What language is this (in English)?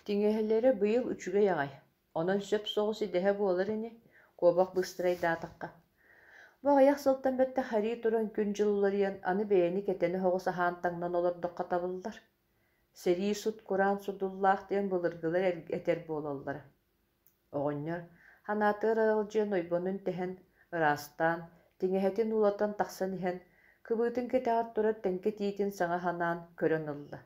Yakut